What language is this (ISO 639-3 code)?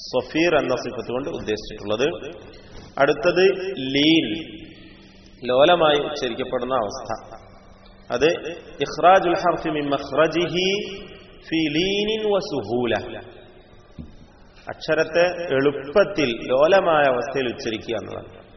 mal